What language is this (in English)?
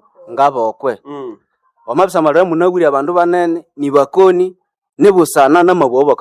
Nande